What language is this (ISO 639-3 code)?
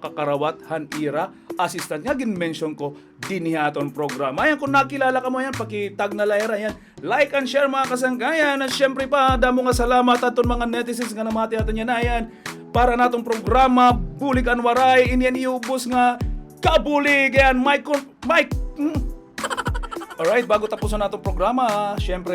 war